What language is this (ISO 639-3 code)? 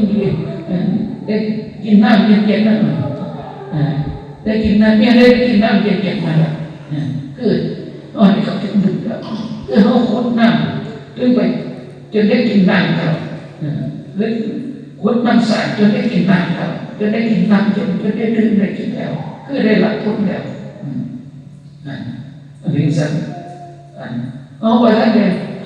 tts